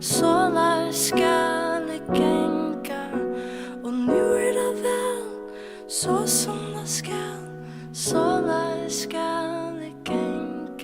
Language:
Faroese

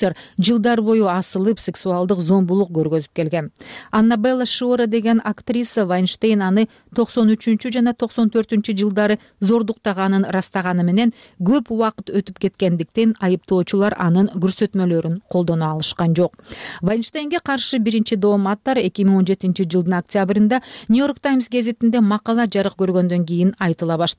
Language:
Kyrgyz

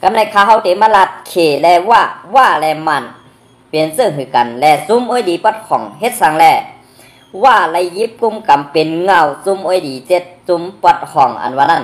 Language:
Shan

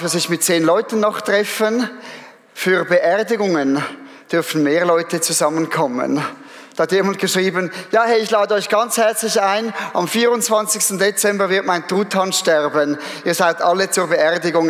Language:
Swiss German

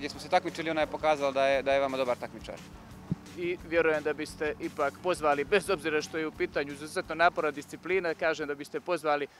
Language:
Bosnian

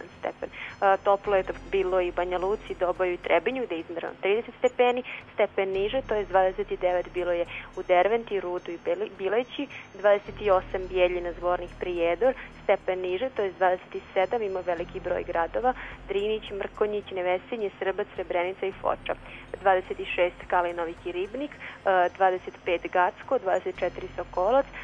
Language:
Croatian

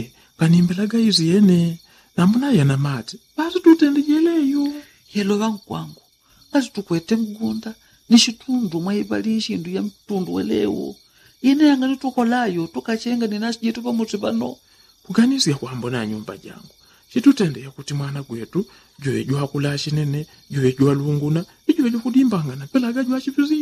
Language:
Yao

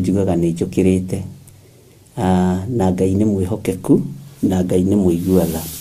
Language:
Kikuyu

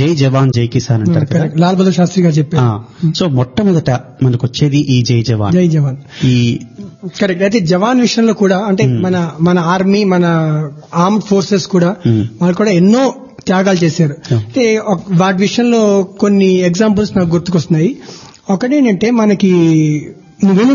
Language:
Telugu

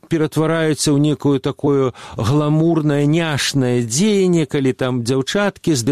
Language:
Belarusian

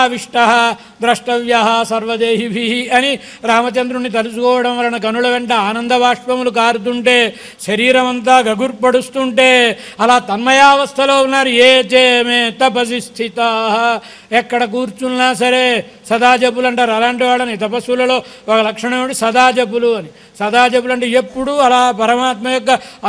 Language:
Telugu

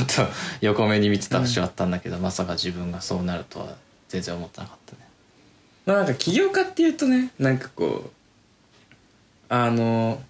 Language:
Japanese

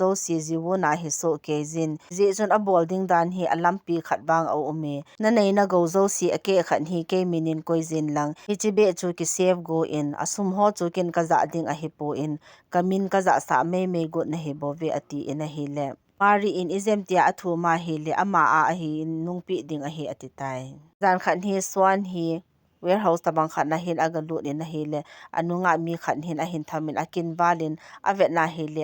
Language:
Thado Chin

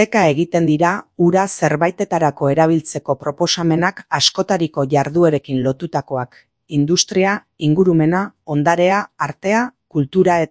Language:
Basque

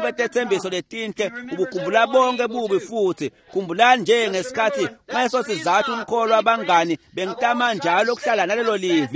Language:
Swati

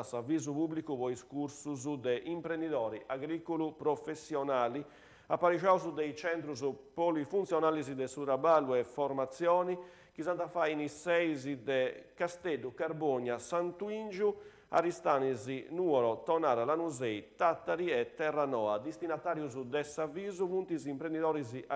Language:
Sardinian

